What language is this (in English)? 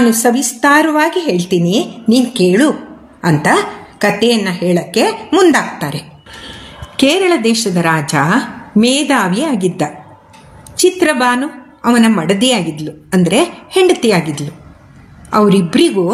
Kannada